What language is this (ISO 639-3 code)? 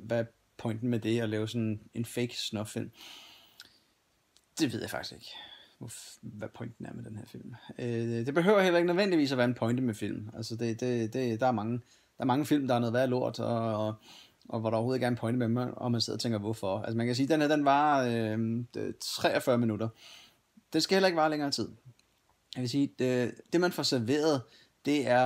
dan